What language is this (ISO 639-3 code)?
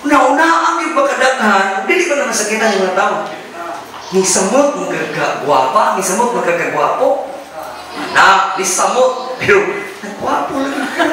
ceb